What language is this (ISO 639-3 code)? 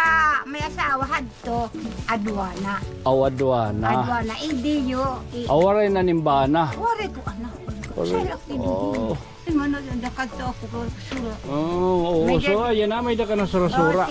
war